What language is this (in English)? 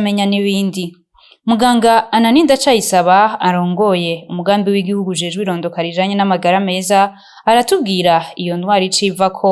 Rundi